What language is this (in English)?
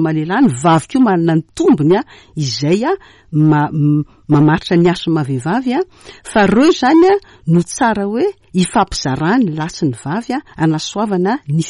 Malagasy